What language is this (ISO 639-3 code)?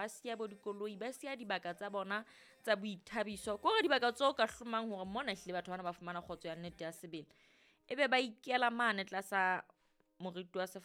sot